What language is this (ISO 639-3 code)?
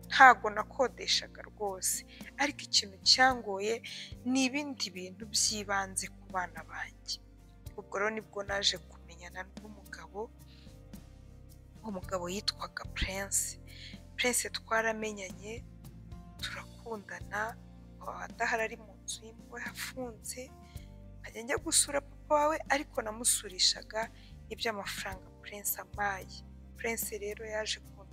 kin